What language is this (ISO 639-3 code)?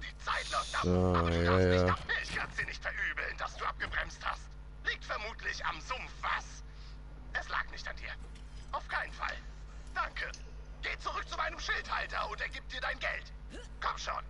gsw